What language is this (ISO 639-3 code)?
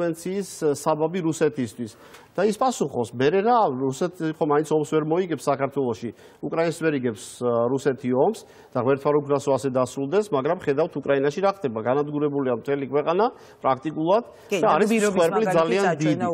kat